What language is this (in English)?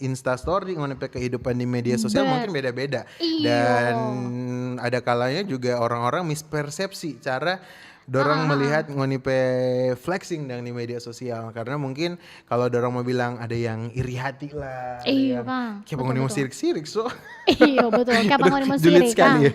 Manado Malay